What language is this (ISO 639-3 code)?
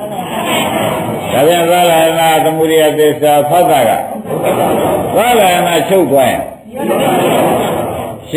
mya